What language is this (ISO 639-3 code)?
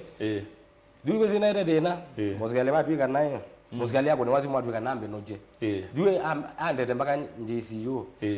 kam